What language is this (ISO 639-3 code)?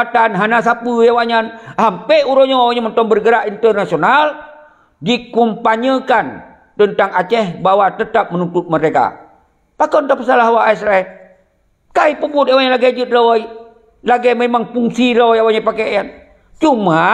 ace